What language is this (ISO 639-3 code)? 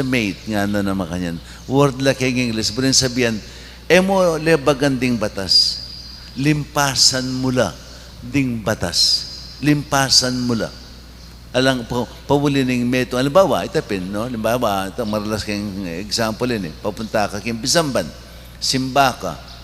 pam